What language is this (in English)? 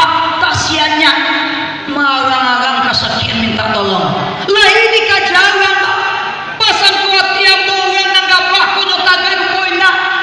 Minangkabau